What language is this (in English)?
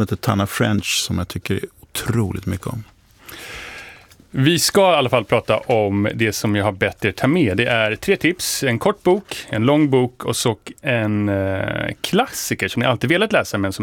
Swedish